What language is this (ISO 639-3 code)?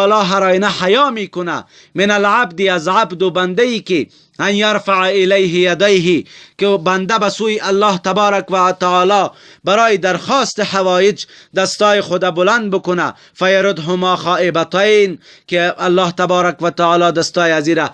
fas